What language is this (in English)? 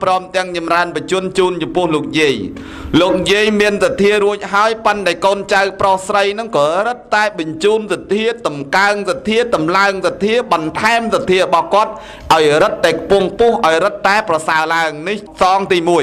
Khmer